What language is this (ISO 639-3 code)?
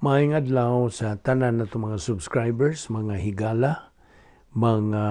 ceb